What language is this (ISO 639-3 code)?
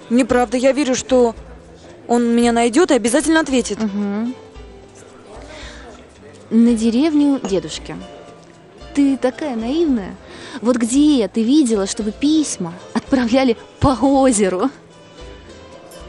rus